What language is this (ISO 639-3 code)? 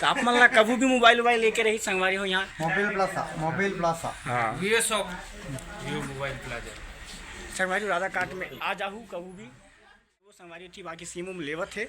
hne